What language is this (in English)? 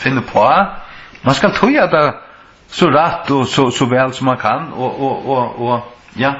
Faroese